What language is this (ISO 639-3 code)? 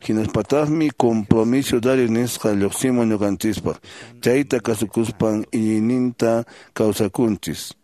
que